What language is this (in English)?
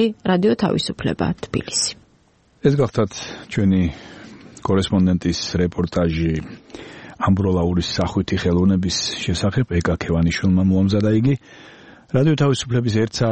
Georgian